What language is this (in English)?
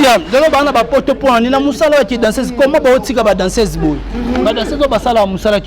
Lingala